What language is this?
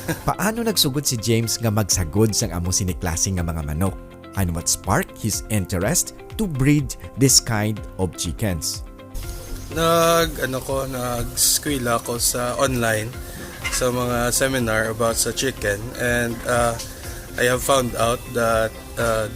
Hiligaynon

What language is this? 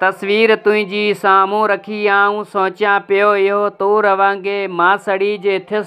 Sindhi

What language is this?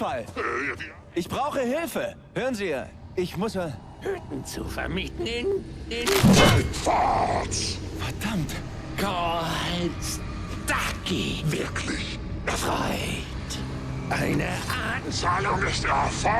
Bavarian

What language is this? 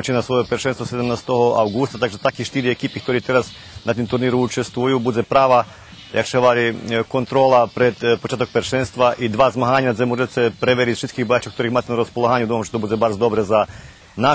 Rusyn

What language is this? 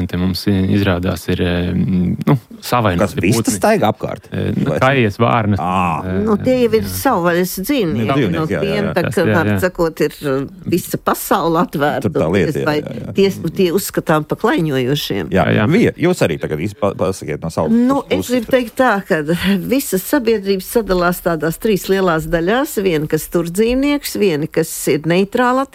Latvian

